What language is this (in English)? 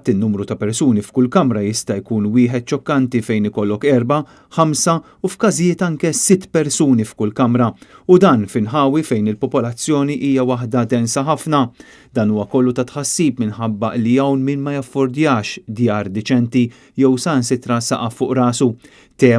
Maltese